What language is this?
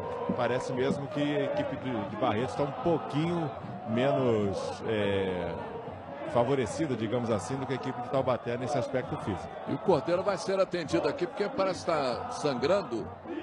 Portuguese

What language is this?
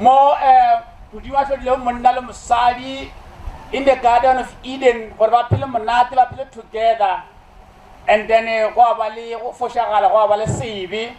Northern Sotho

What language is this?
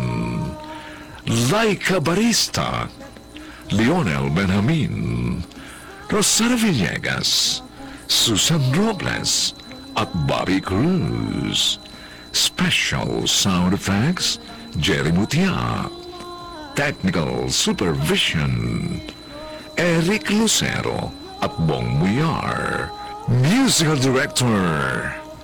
Filipino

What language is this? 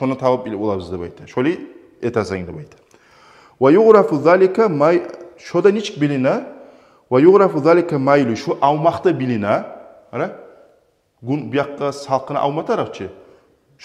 Kumyk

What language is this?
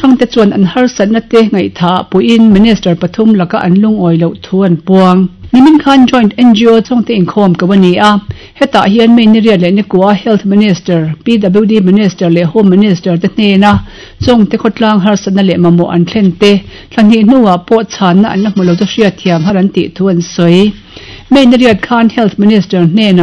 Mizo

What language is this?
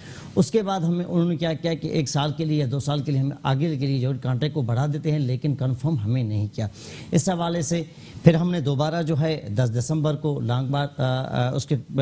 Urdu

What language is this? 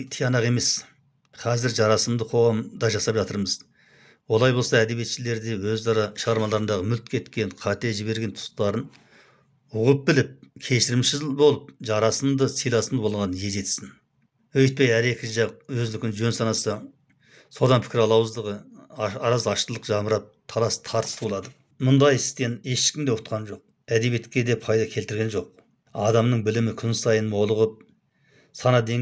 Kazakh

